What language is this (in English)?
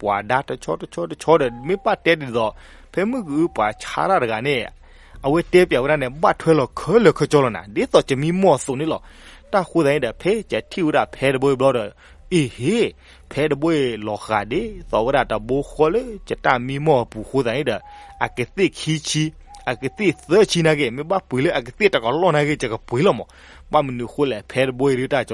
S'gaw Karen